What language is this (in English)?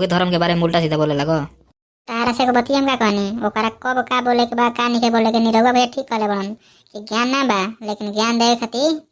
Bhojpuri